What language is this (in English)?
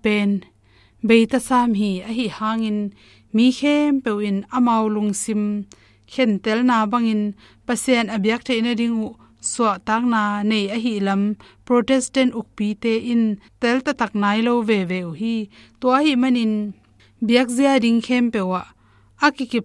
Tedim Chin